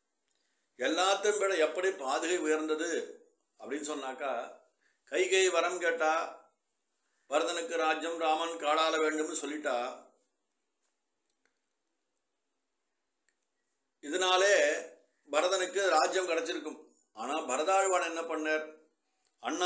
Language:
Tamil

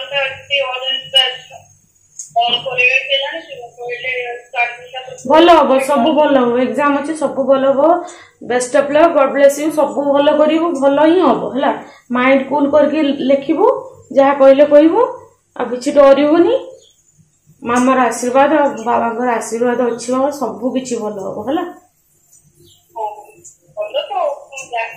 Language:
Odia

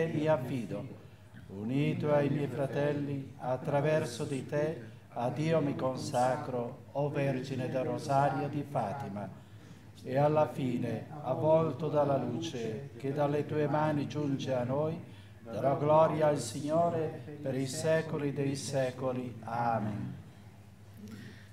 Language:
Italian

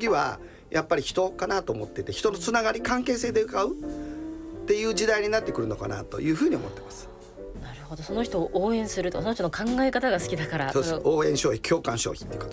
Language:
Japanese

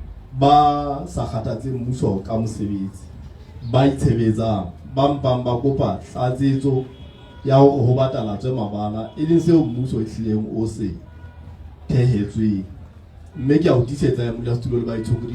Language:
Southern Sotho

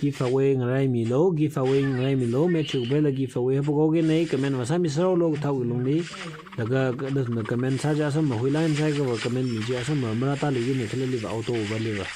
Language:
Tangkhul Naga (India)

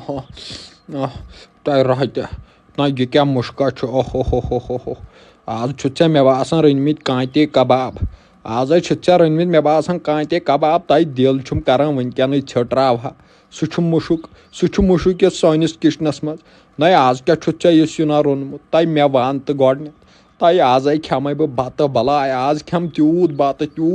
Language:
Kashmiri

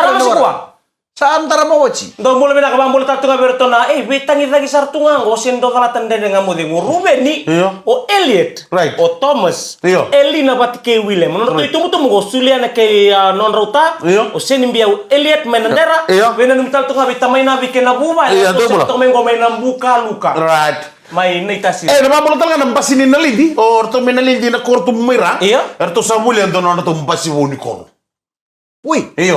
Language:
Fijian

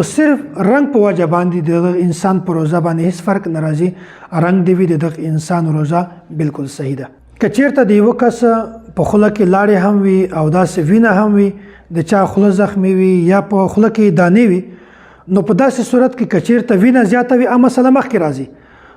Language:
Pashto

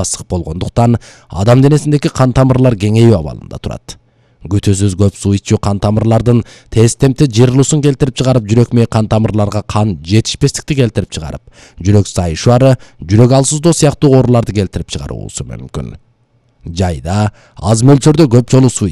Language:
Kyrgyz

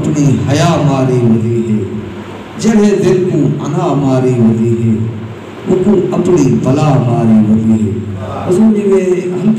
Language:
Saraiki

